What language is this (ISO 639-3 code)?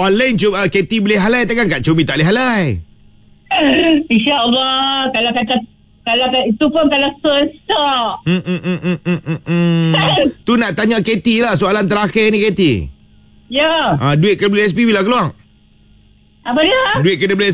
msa